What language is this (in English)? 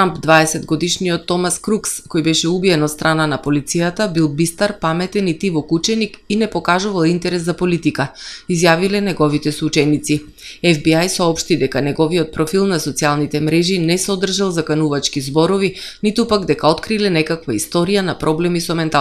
Macedonian